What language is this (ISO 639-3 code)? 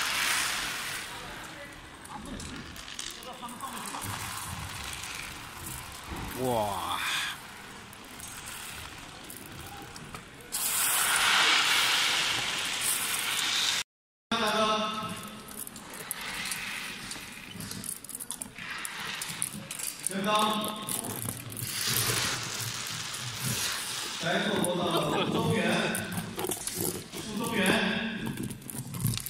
zho